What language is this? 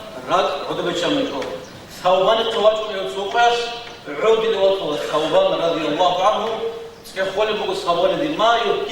Avaric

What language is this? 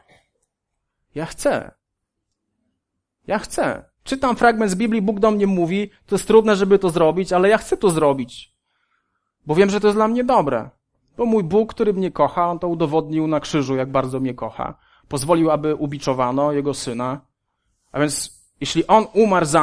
Polish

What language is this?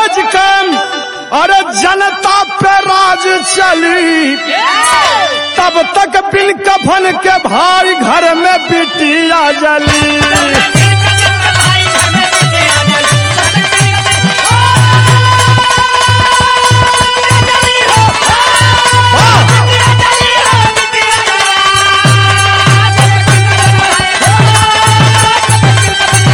Bhojpuri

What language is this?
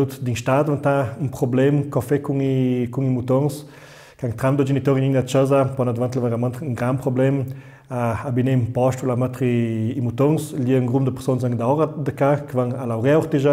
Ladin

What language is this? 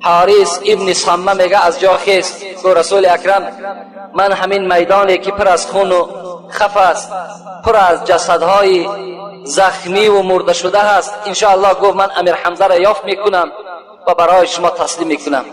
Tajik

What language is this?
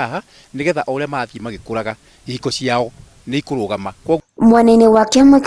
Kikuyu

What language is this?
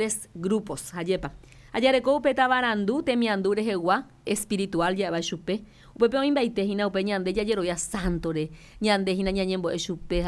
Guarani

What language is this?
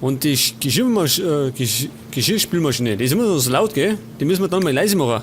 Bavarian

